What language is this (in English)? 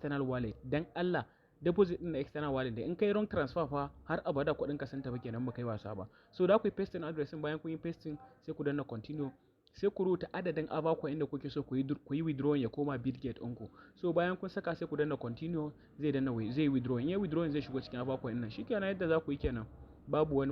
Hausa